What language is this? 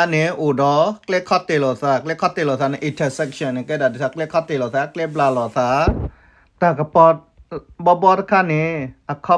S'gaw Karen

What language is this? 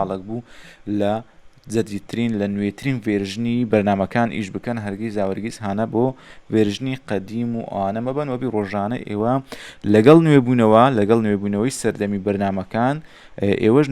Central Kurdish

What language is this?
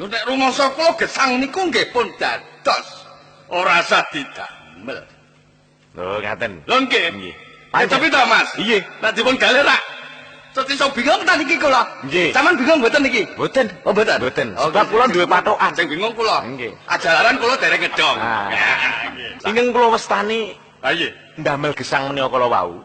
Javanese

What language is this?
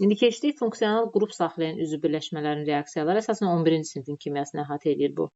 Azerbaijani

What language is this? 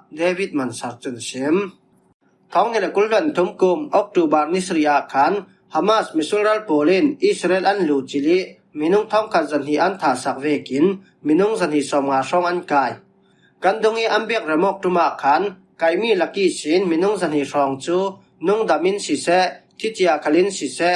Falam Chin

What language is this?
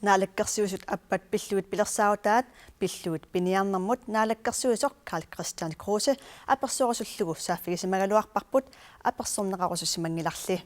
Kalaallisut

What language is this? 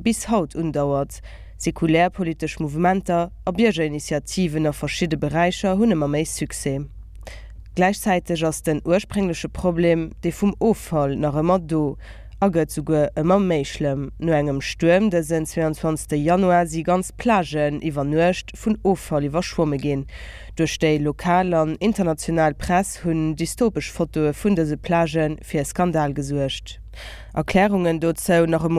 Luxembourgish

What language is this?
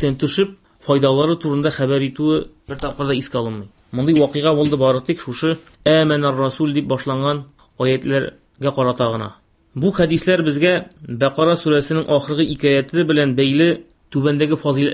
Tatar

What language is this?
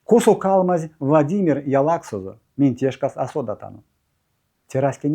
Erzya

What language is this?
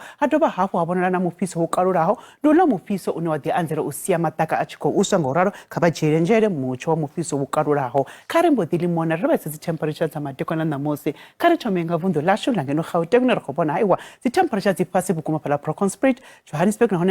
Venda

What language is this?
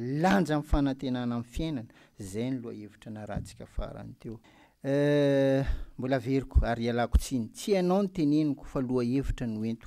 Malagasy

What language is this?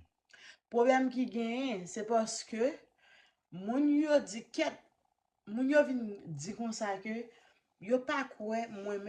Haitian Creole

